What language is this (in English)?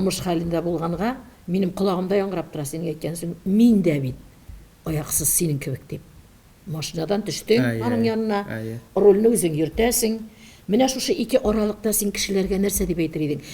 Tatar